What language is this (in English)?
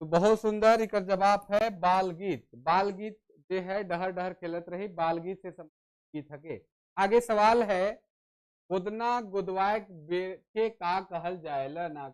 Sadri